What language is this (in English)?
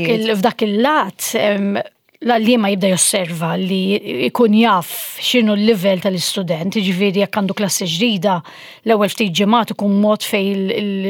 Maltese